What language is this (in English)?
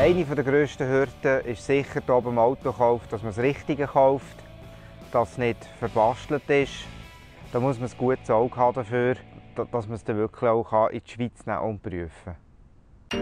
Swiss German